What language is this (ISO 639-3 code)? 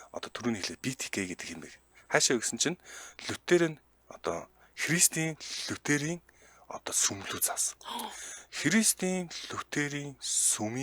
mon